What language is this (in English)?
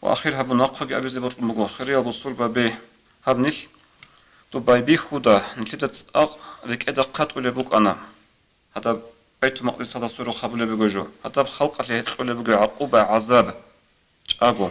Avaric